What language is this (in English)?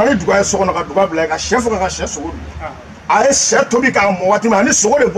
Bambara